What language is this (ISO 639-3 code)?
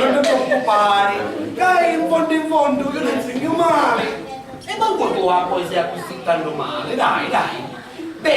scn